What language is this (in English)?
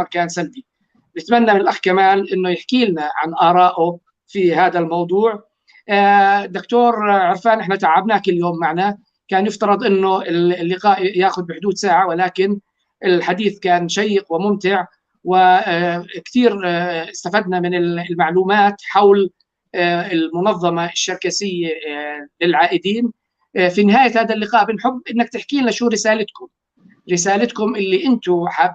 North Levantine Arabic